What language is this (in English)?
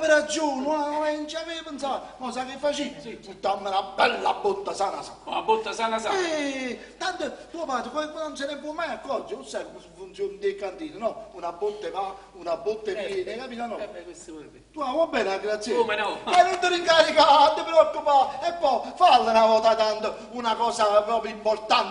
Neapolitan